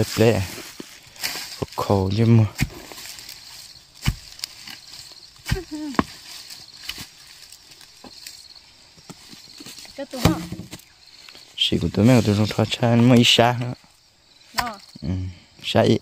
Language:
Vietnamese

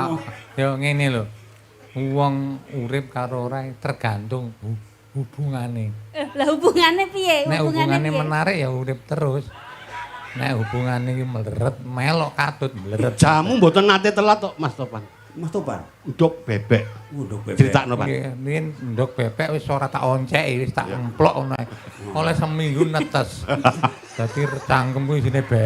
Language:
Javanese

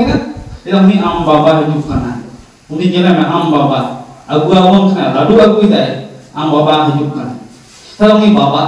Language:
Santali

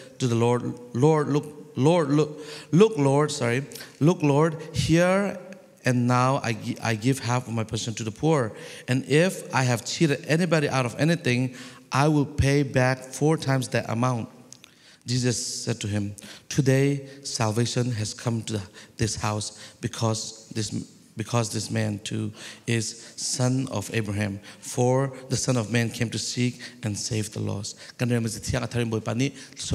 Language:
Falam Chin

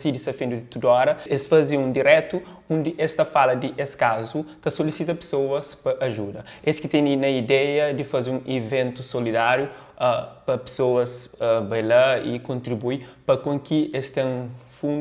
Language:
Kabuverdianu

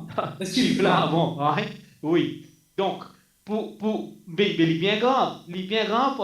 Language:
Morisyen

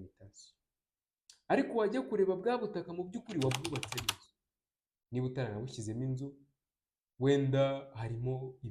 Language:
Kinyarwanda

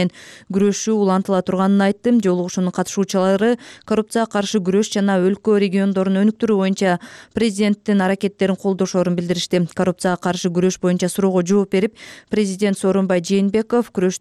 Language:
Kyrgyz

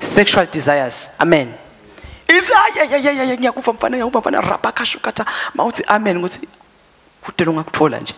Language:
Swati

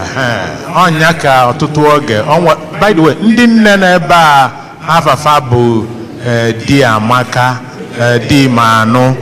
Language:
Igbo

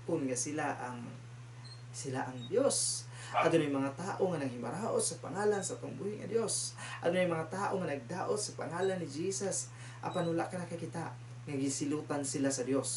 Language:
Cebuano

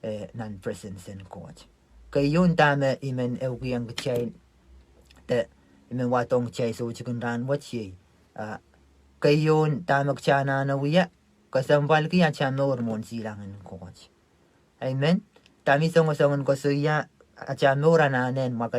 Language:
Pohnpeian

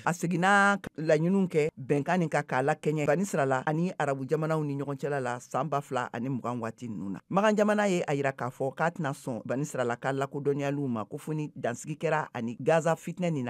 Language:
Bambara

